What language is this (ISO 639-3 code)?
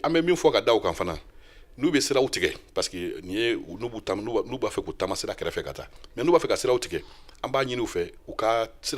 bam